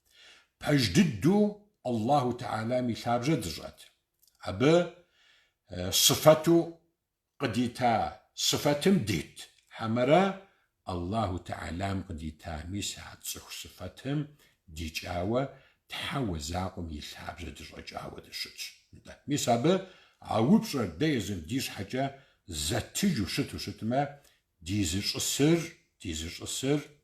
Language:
Kabardian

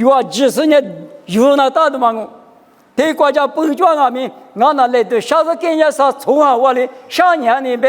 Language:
Lisu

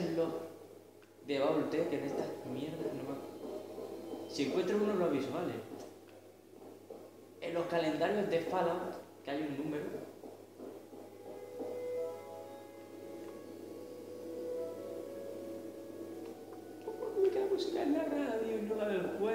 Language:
Spanish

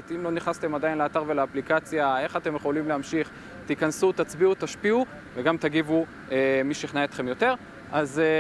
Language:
Hebrew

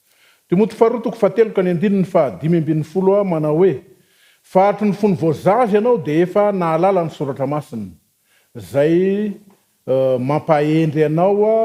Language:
Malagasy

